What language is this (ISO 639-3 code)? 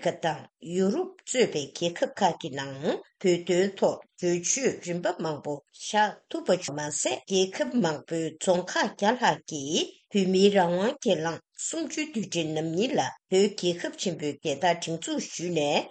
bod